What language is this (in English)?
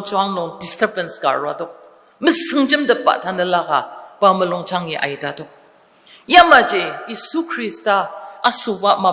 Ao Naga